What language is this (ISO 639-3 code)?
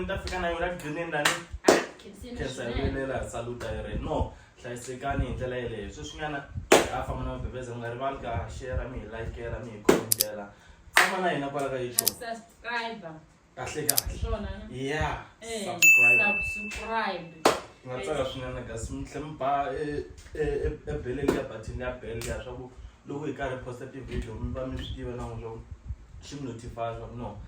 tso